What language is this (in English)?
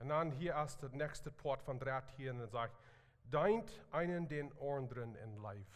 Plautdietsch